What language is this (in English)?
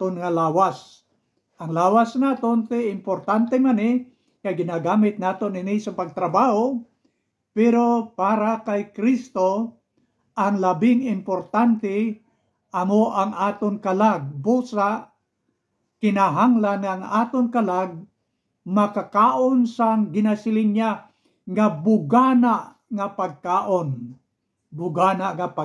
Hiligaynon